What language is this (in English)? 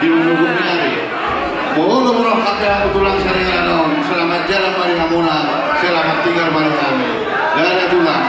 Batak Toba